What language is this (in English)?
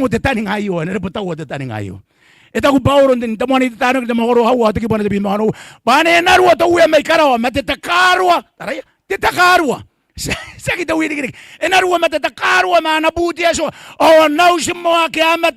Gilbertese